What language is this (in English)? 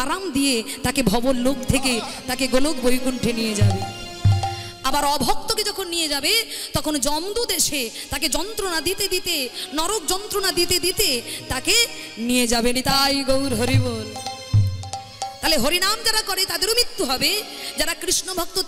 Bangla